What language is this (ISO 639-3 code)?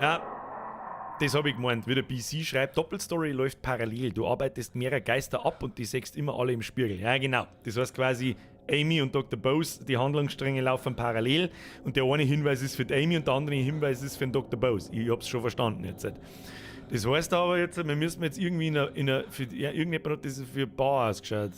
bar